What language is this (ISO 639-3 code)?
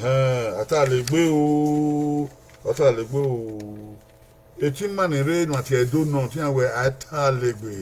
bin